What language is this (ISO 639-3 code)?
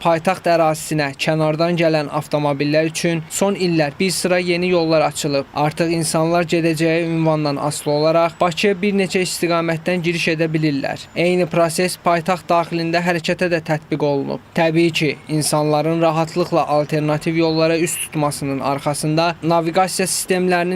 aze